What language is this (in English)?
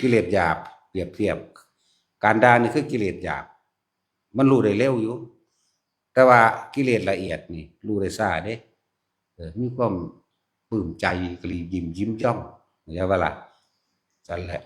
Northeastern Thai